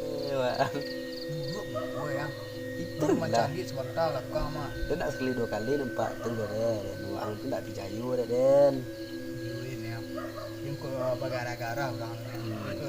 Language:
Minangkabau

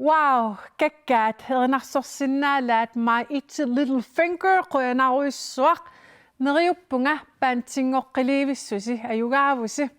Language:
Kalaallisut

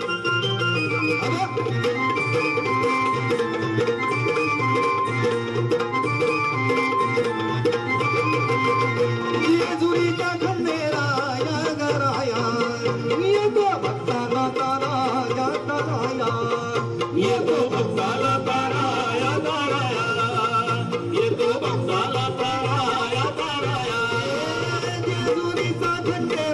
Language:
Marathi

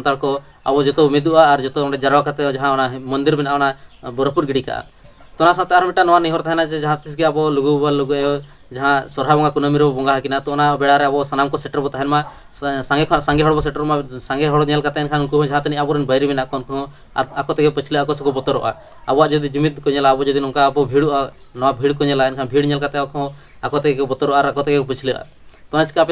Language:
Santali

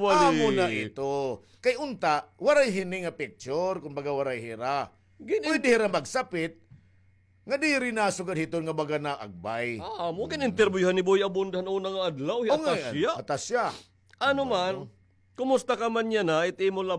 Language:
Waray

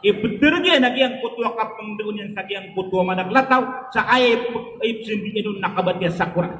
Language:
Maranao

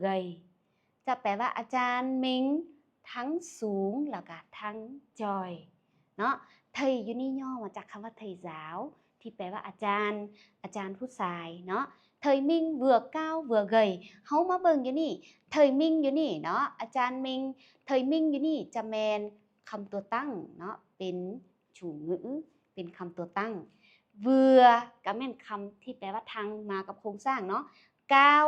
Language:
Lao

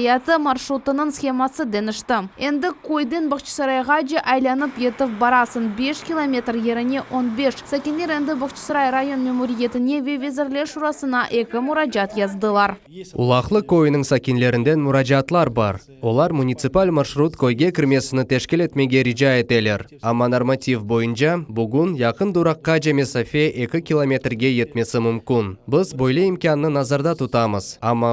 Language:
Crimean Tatar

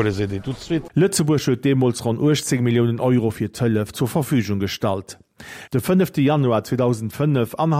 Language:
Luxembourgish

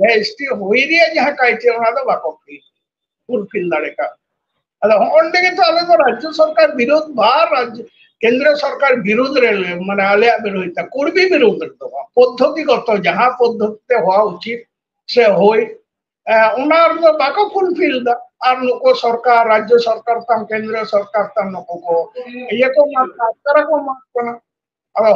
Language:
Santali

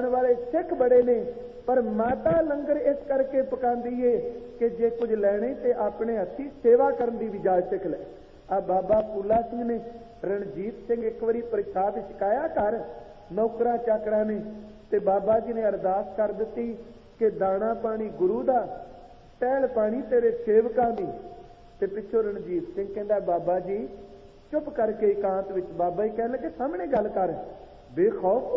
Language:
Punjabi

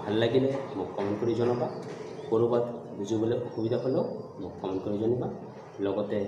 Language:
Assamese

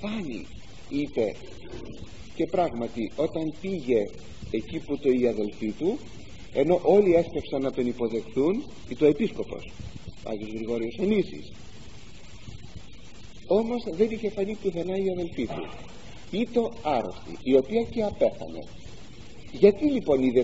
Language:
Greek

